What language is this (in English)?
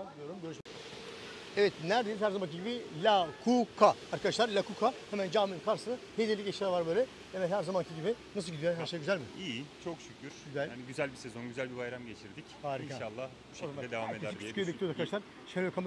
Turkish